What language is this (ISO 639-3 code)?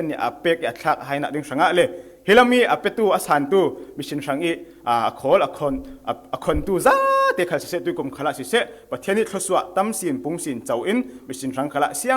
cfm